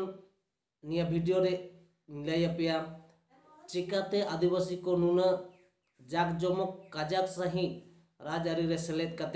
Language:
Santali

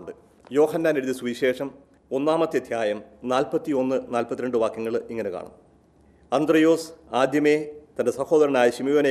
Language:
Malayalam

